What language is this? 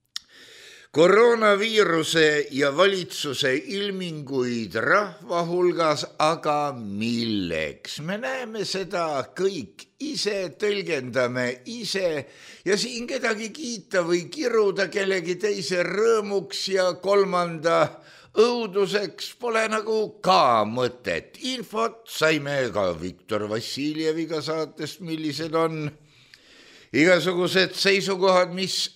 Estonian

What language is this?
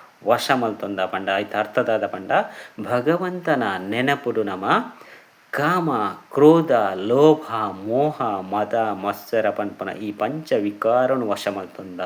Tulu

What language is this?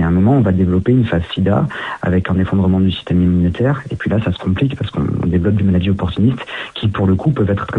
French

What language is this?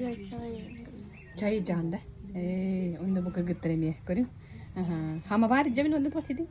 Yakut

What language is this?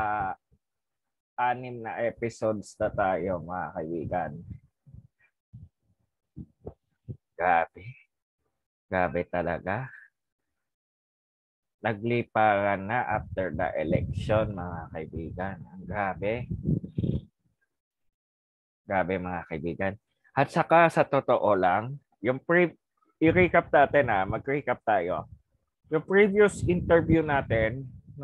Filipino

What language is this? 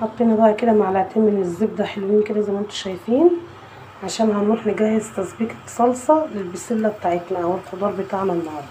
Egyptian Arabic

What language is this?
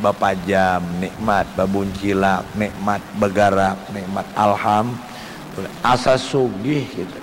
Banjar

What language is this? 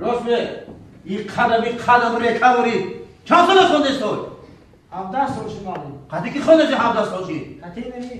Tajik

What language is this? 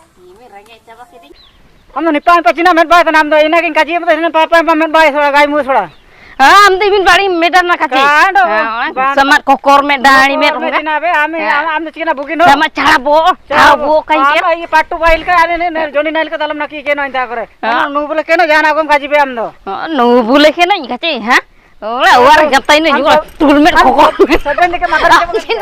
Ho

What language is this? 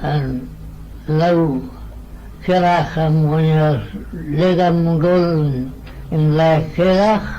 Manx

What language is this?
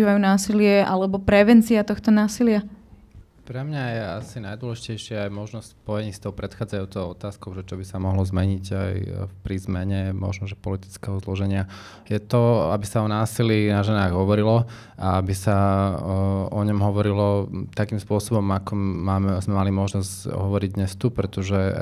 Slovak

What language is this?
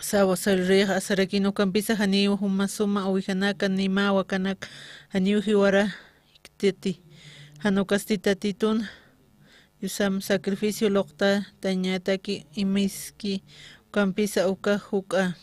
Aymara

